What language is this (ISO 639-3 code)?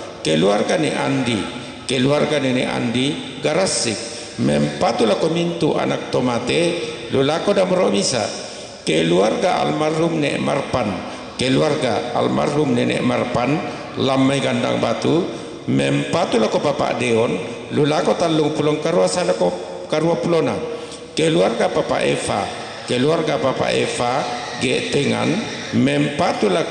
sda